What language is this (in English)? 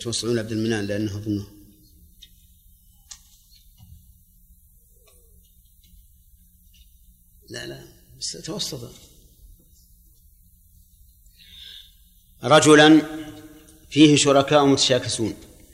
Arabic